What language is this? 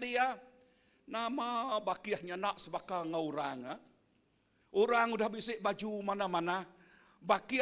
Iban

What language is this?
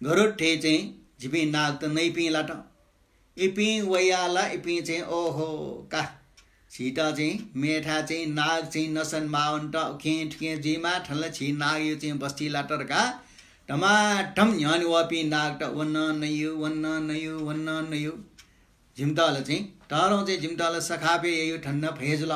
Newari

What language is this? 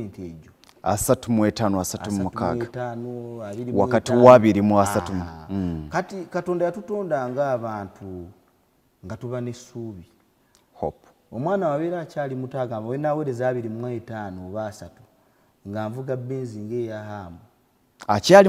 Ganda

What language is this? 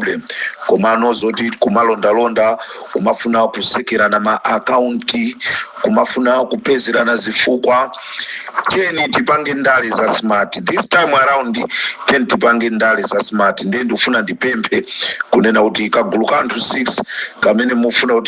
Nyanja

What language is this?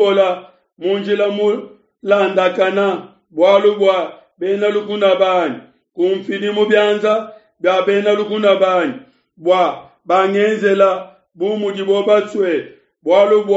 Luba-Lulua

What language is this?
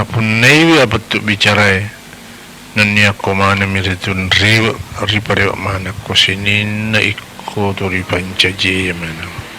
Buginese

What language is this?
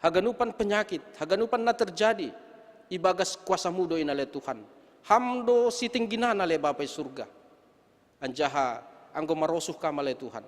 Batak Simalungun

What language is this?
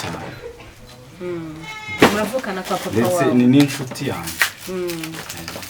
Kinyarwanda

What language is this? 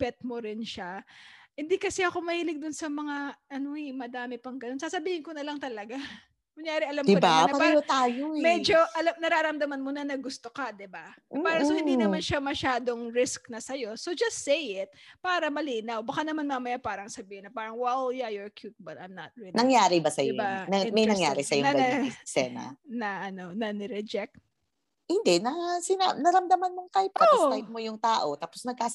Filipino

